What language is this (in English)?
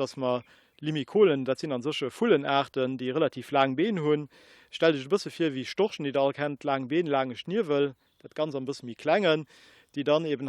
Luxembourgish